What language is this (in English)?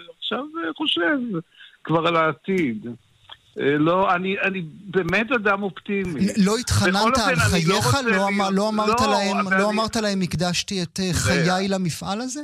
Hebrew